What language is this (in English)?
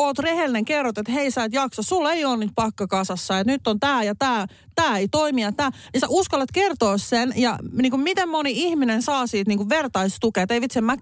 Finnish